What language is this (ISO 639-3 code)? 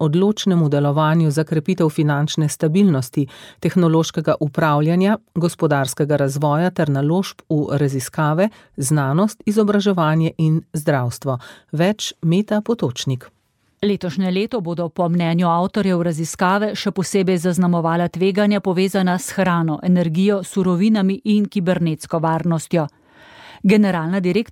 slv